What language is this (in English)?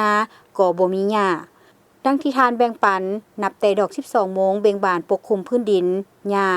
Lao